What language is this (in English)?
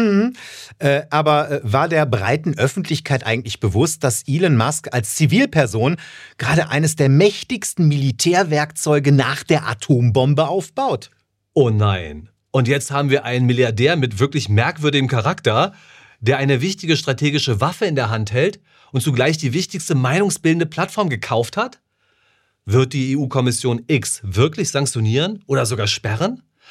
German